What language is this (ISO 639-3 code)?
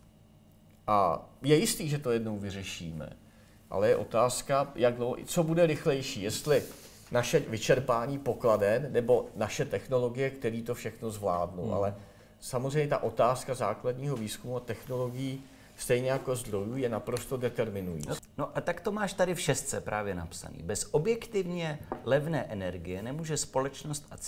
ces